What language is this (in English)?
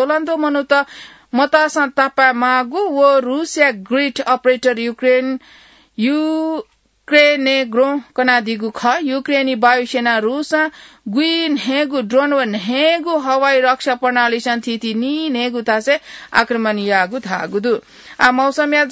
Newari